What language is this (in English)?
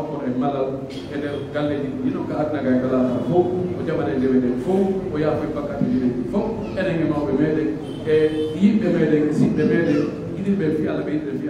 Pular